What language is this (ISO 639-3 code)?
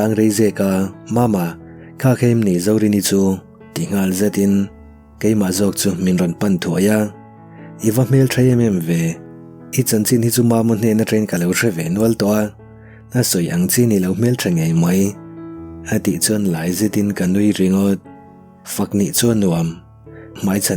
lus